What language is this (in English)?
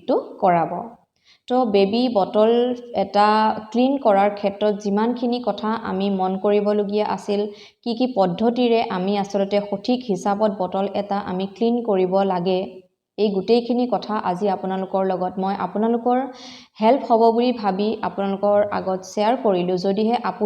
Assamese